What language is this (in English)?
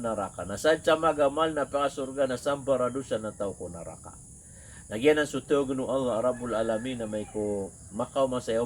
Maranao